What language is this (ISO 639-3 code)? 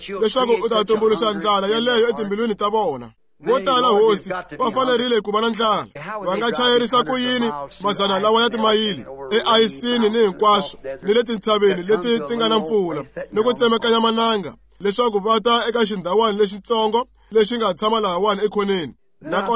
tso